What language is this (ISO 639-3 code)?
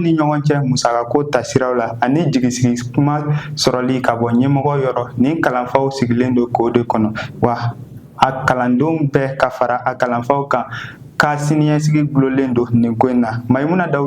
bam